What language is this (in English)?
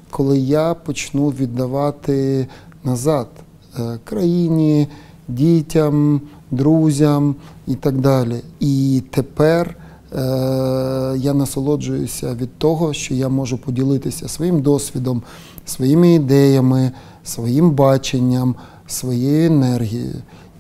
Ukrainian